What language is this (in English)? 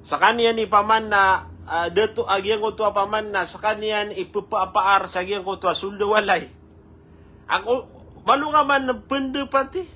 Maranao